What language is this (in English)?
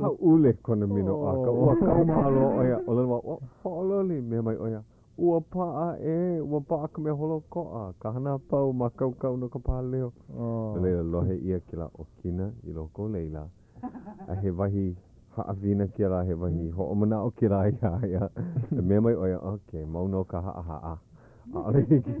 Hawaiian